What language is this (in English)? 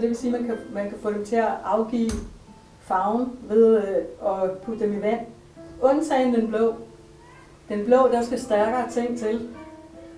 Danish